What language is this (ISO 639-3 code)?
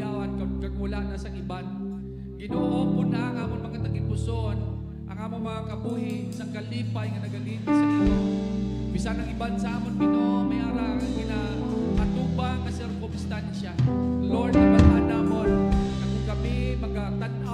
hil